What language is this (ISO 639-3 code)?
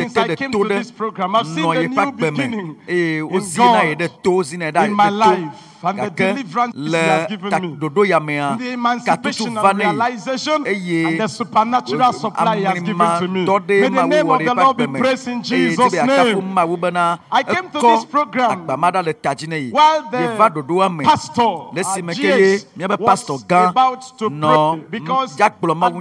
ewe